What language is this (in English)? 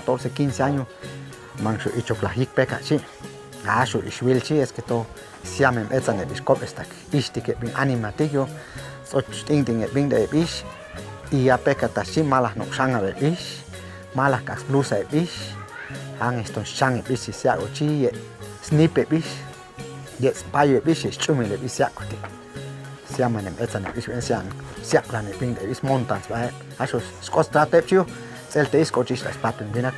Chuj